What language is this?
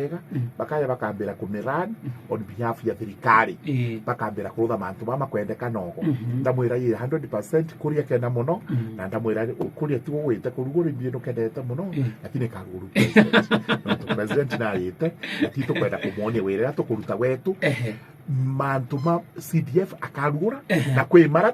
Meru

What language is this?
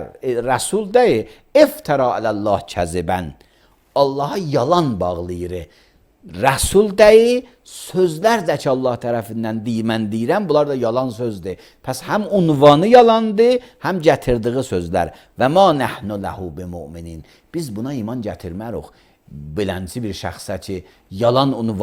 Azerbaijani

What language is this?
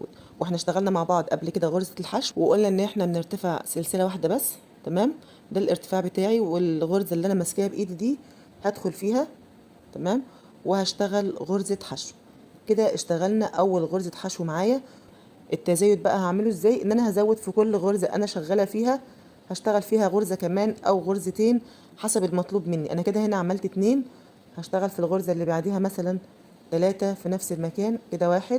Egyptian Arabic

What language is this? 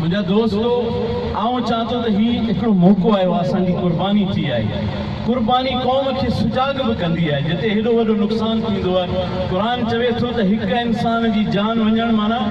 Sindhi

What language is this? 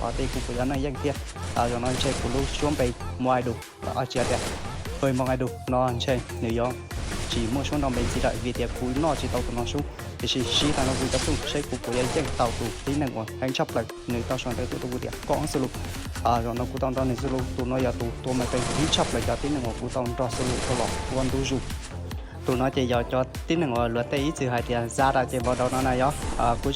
Hmong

